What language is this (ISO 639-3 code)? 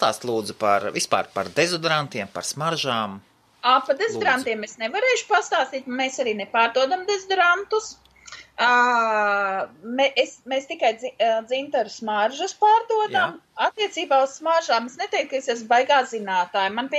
lav